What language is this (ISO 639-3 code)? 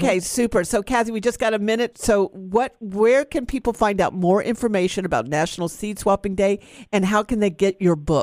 eng